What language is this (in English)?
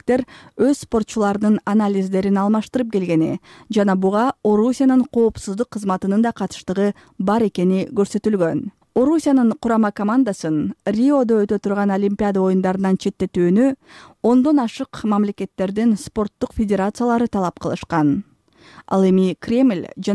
Kyrgyz